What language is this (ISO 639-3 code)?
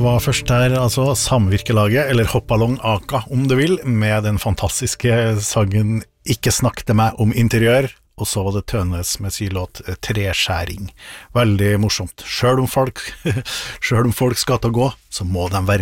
nor